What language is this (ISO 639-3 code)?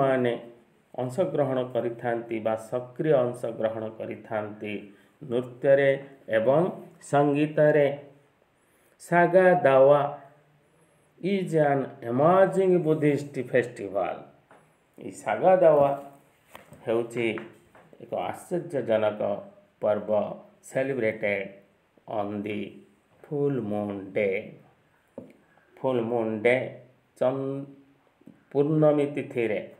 ori